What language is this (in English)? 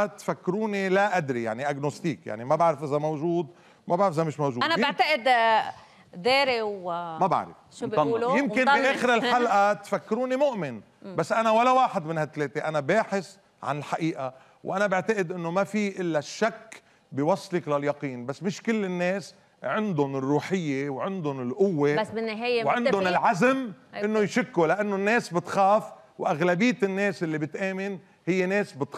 North Levantine Arabic